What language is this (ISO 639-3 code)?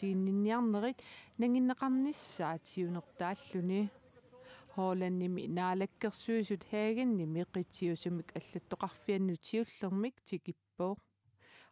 kal